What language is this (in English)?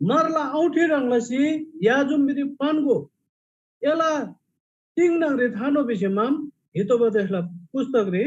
Eastern Tamang